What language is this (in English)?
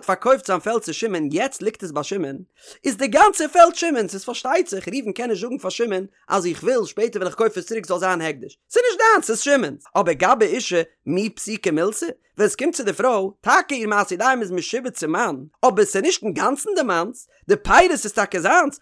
Yiddish